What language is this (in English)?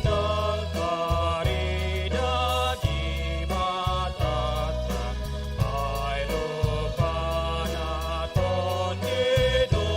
Batak Toba